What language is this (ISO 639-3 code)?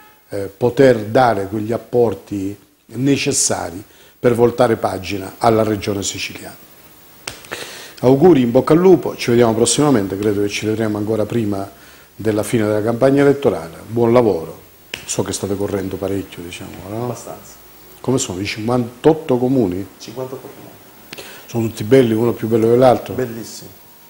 ita